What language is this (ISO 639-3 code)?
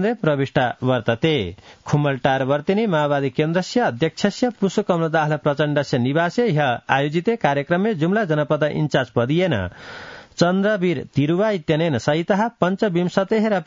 san